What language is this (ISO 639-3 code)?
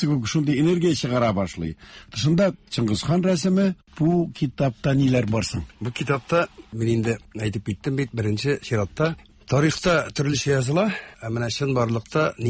tat